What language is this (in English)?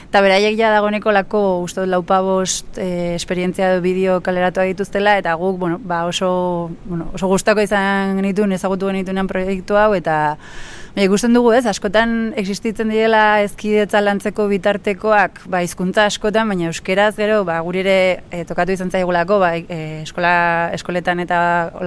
Basque